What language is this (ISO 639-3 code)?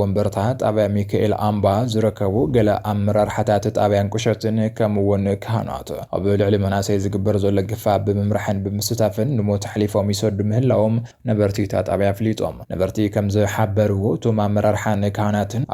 tir